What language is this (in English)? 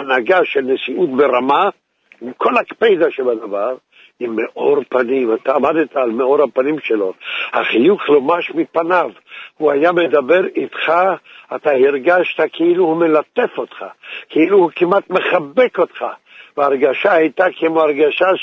Hebrew